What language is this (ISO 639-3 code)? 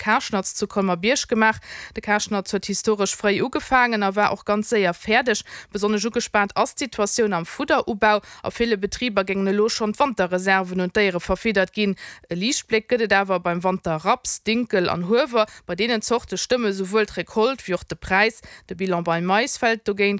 ltz